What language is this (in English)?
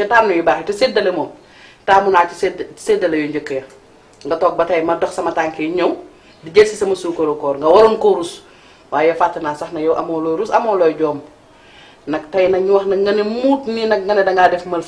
Wolof